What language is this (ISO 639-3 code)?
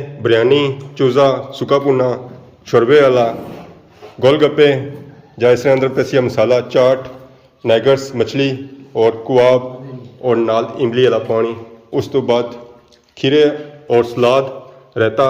phr